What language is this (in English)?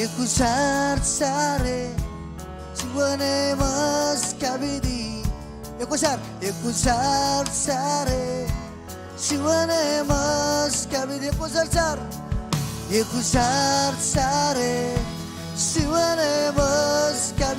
Marshallese